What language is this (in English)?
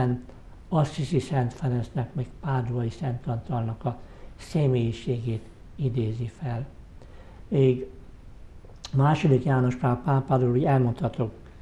Hungarian